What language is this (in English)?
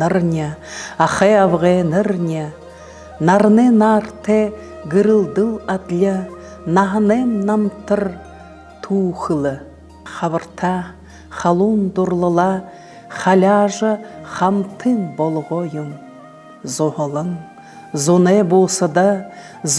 Buriat